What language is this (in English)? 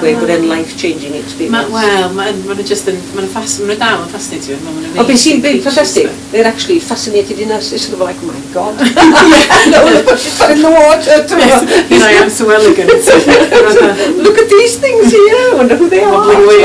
Welsh